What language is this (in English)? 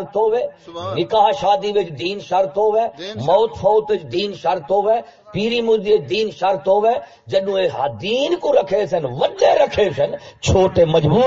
Saraiki